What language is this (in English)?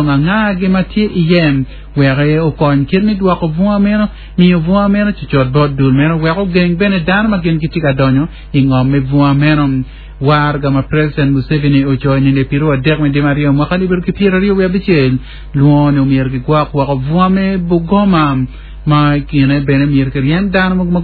Acoli